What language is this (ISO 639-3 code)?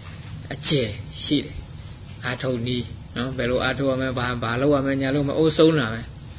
mya